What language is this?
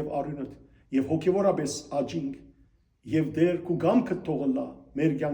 Western Armenian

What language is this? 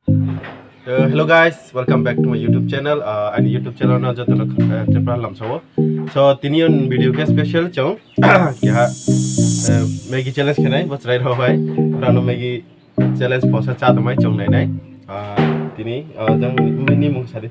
Riang (India)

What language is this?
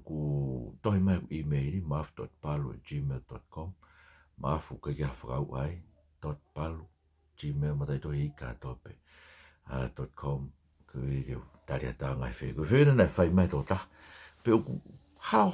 Tongan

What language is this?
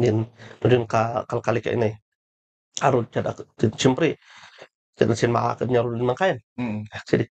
Kankanaey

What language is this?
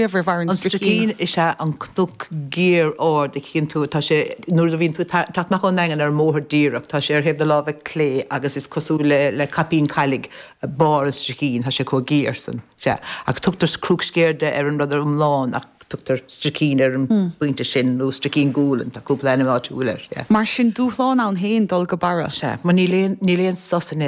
Irish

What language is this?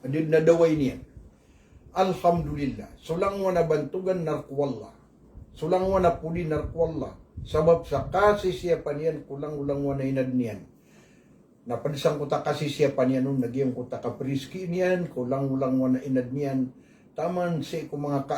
Maranao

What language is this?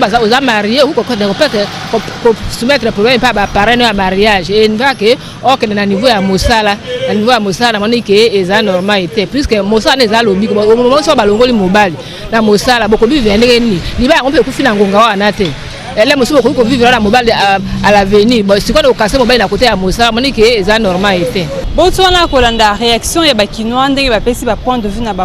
Lingala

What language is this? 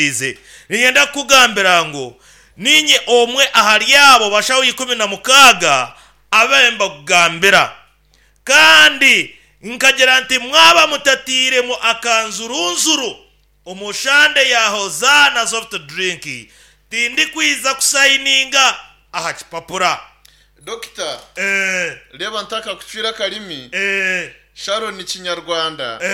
Nyankole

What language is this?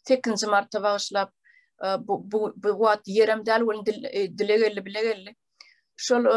Turkmen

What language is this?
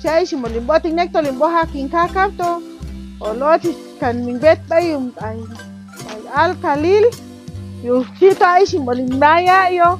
Chuj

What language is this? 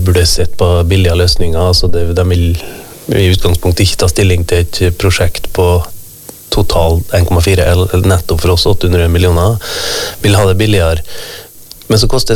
Norwegian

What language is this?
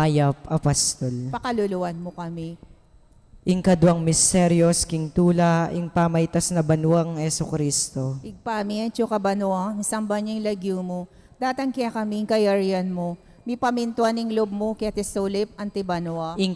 Pampanga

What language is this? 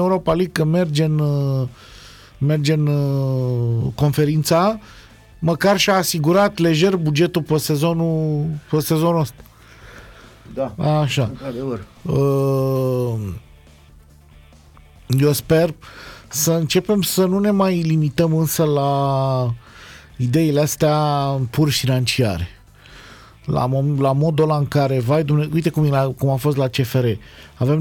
Romanian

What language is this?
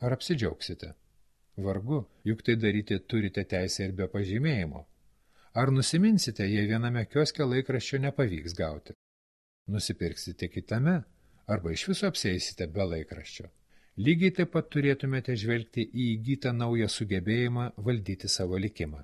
Lithuanian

